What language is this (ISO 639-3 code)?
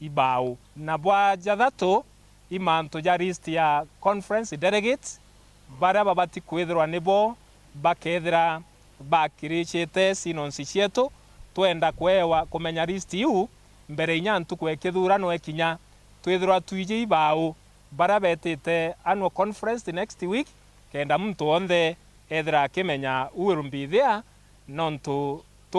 mer